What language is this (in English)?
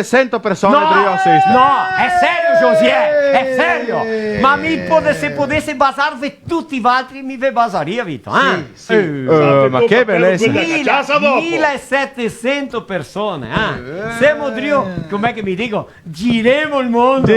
Venetian